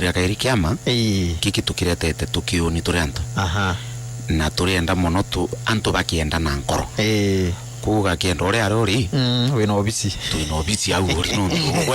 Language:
Meru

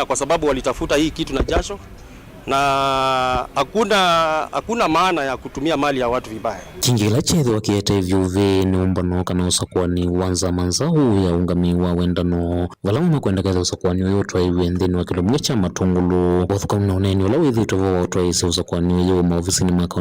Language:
Kamba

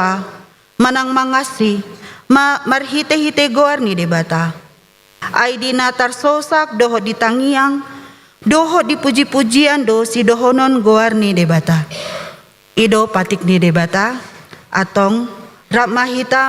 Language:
Batak Toba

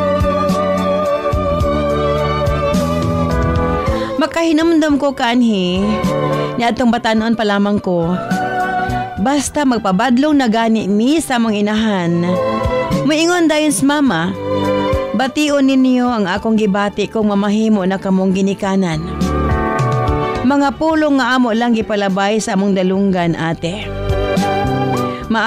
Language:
Cebuano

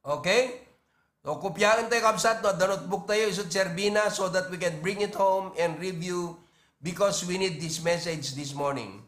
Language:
Iloko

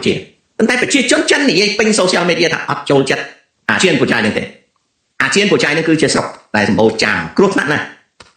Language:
Khmer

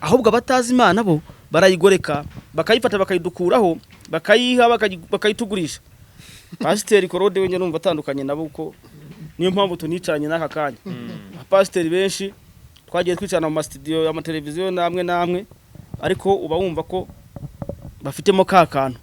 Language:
Kinyarwanda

